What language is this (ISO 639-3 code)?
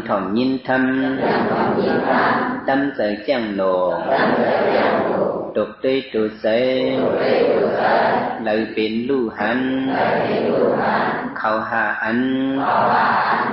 shn